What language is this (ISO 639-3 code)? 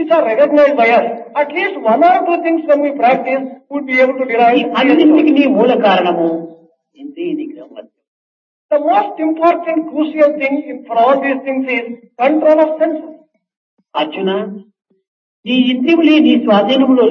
tel